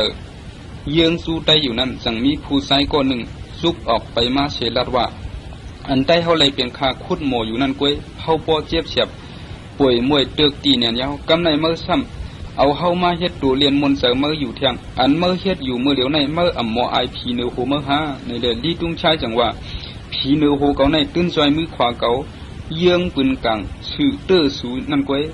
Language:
Shan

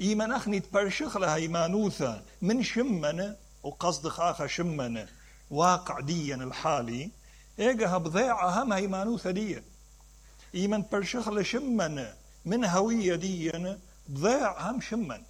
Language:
Mesopotamian Arabic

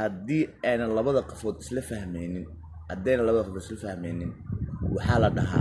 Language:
Somali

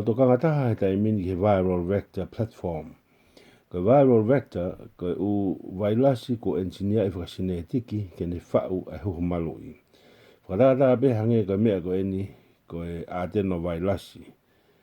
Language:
Tongan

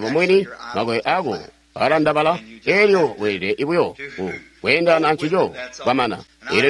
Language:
Tonga (Zambia)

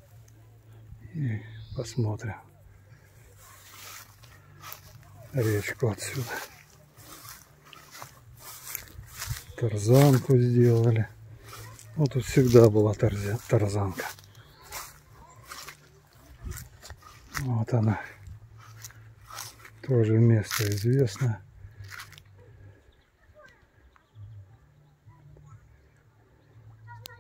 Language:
Russian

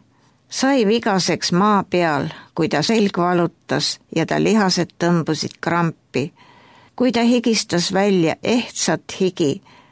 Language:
Estonian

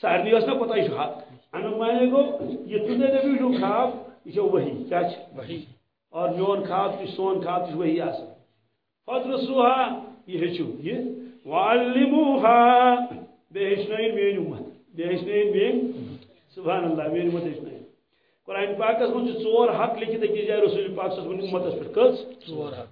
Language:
Kashmiri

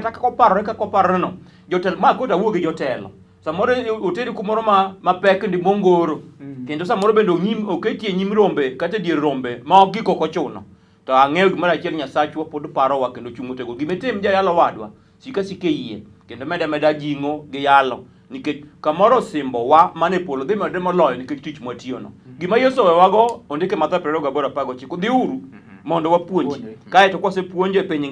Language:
Luo (Kenya and Tanzania)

